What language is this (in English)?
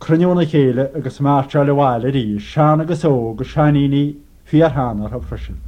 Irish